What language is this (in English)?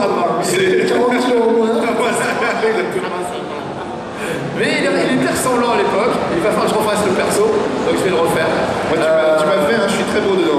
French